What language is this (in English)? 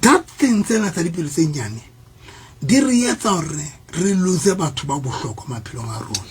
Southern Sotho